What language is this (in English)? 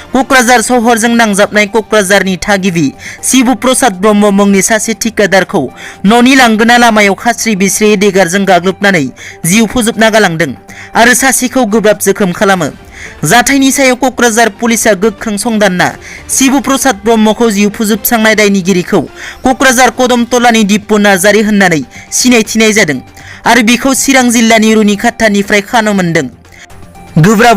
Bodo